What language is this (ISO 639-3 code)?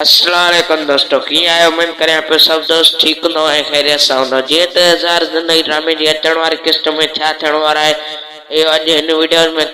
snd